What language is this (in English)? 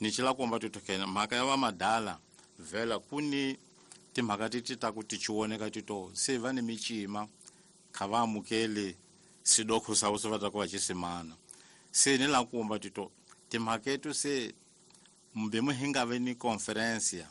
Tsonga